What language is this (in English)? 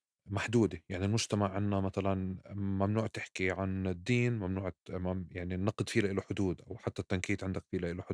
North Levantine Arabic